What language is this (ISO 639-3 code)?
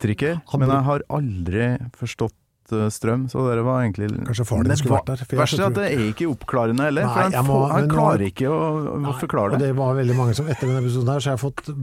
nor